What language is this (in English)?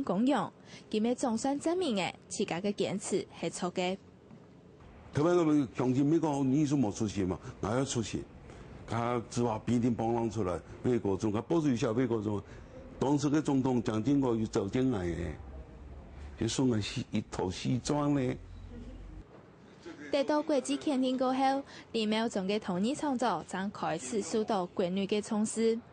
Hakka Chinese